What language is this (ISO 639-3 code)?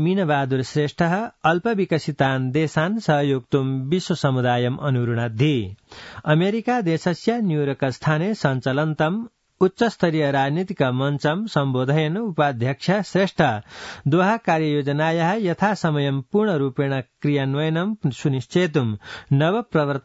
san